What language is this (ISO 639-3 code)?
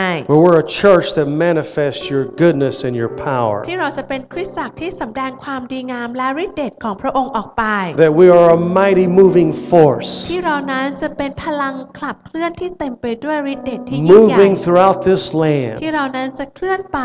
tha